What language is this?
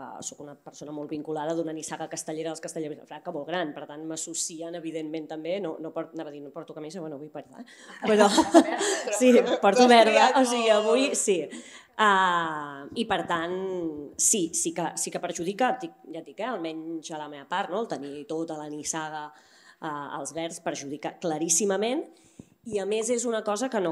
Catalan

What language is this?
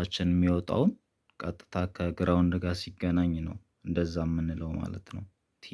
Amharic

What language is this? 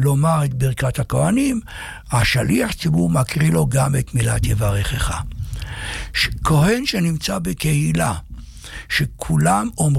Hebrew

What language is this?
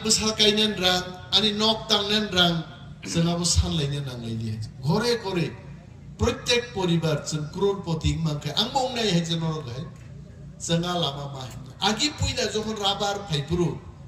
Kok Borok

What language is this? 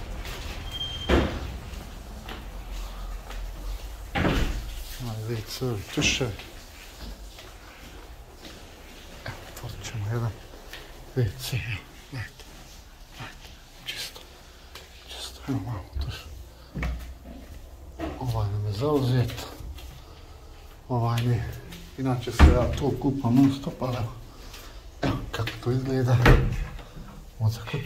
Croatian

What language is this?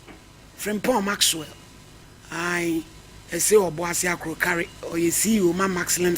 Akan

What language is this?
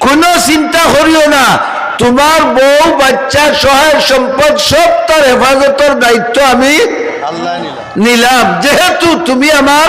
Sylheti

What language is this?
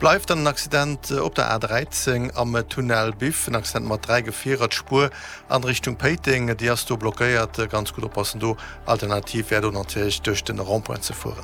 Luxembourgish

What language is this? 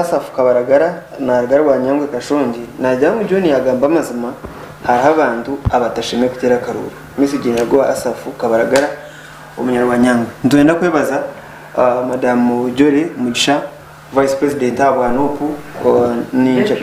Nyankole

